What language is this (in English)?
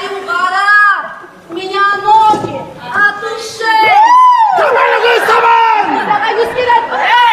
Kumyk